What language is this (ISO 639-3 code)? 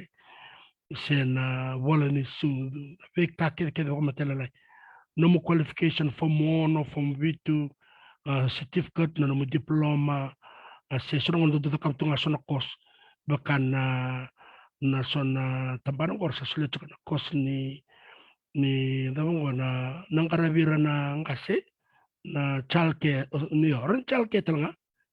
fij